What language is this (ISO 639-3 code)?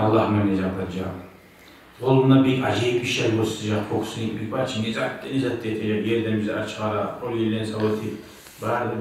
kum